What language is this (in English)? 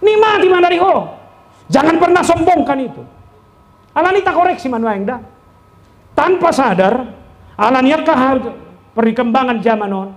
Batak Toba